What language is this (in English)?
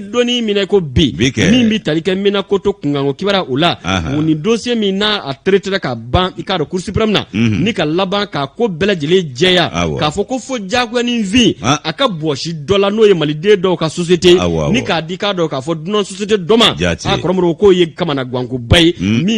Bambara